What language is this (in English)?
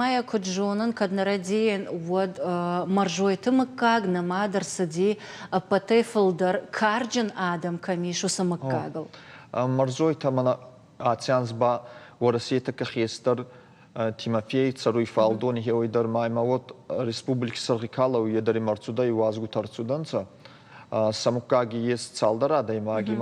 Ossetic